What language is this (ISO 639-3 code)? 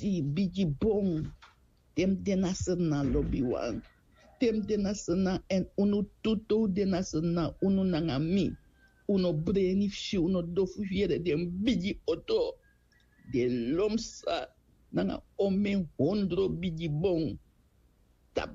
srn